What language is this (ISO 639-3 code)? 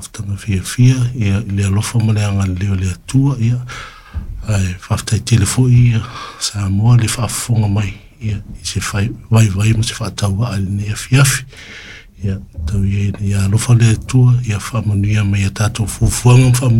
smo